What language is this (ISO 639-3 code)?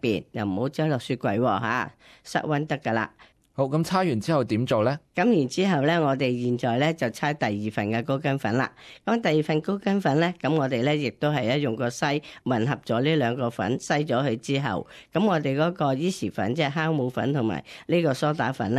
yue